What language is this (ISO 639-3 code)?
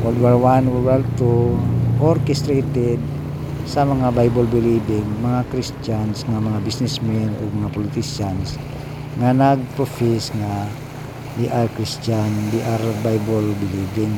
ceb